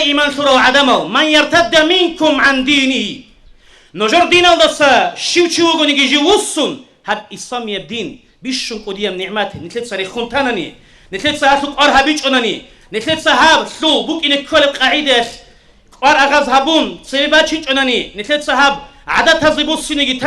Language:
Avaric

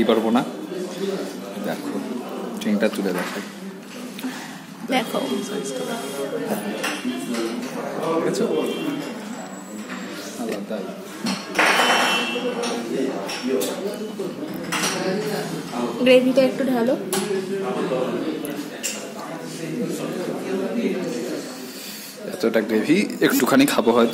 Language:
Bangla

